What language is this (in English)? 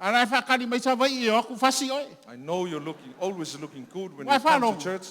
Samoan